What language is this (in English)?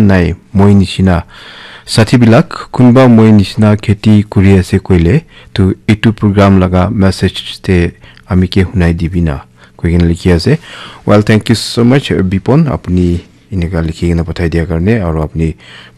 Naga Pidgin